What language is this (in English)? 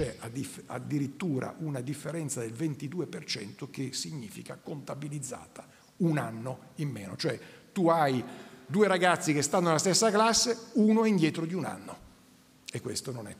Italian